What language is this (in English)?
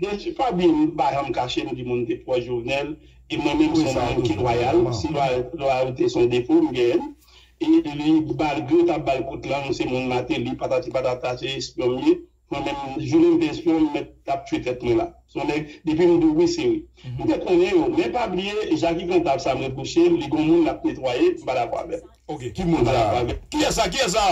Haitian Creole